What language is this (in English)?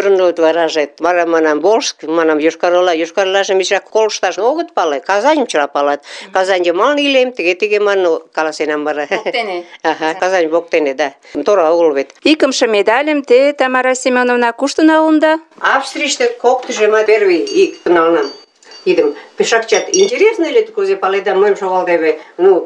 Mari